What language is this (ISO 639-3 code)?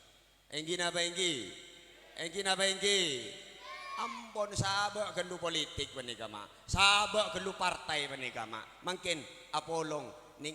mad